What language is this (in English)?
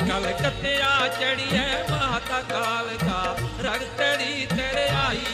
Dogri